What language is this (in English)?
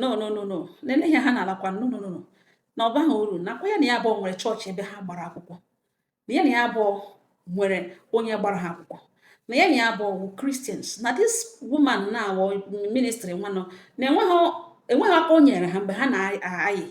Igbo